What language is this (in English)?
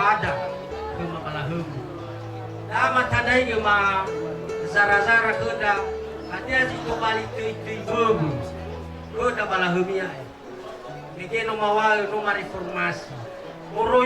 Nias